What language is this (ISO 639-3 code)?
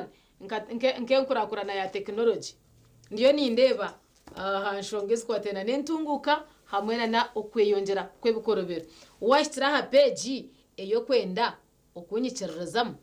nyn